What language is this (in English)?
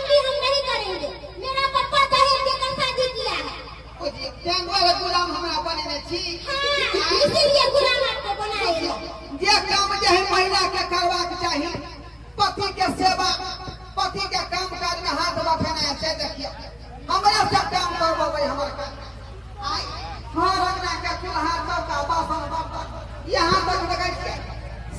Maithili